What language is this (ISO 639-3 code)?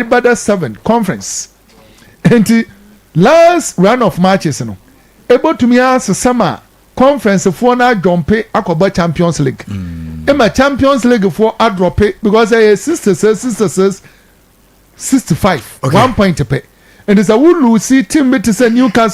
aka